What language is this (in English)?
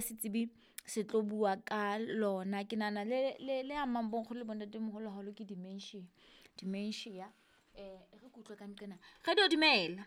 Southern Sotho